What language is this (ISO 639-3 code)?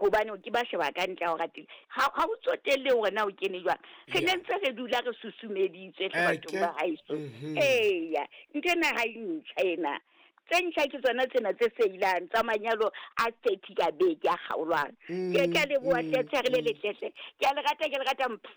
sot